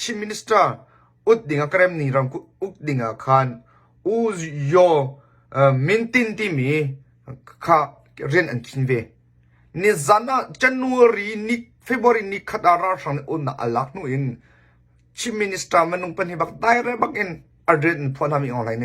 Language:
Hakha Chin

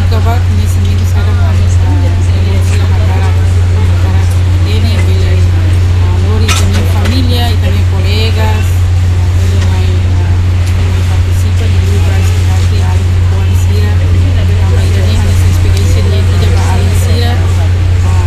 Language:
Tetum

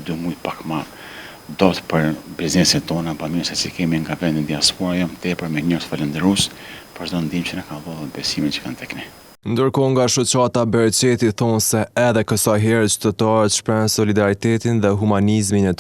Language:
Albanian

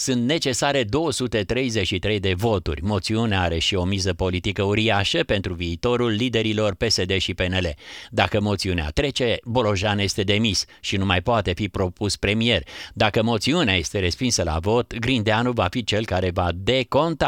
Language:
Romanian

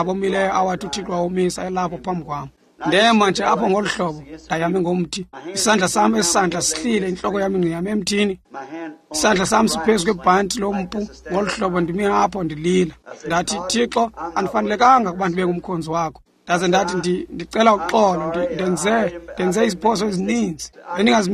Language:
Xhosa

